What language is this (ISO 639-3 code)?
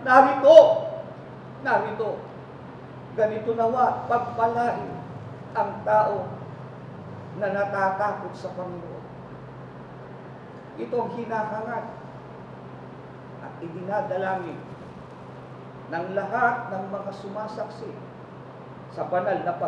fil